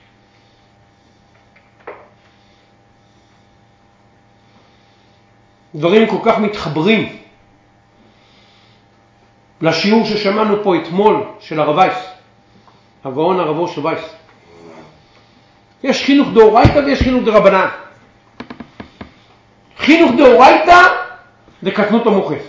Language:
Hebrew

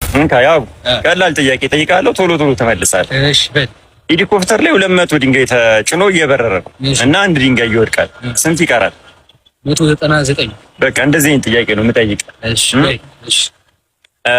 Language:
Amharic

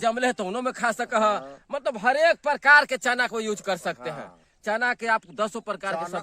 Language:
Magahi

